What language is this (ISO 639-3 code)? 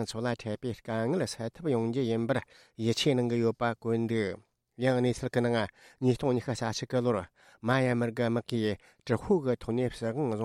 bod